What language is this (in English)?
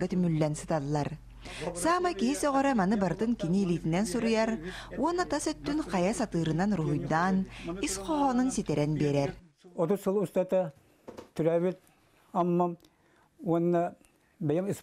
Yakut